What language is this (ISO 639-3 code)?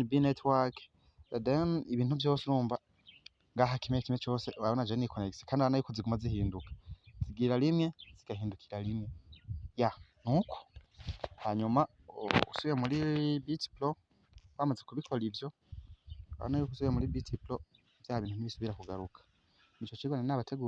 run